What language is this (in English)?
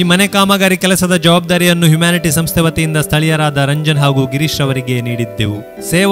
Kannada